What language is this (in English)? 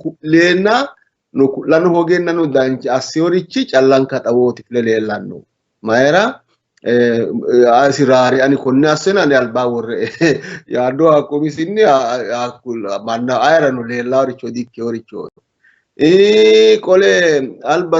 Sidamo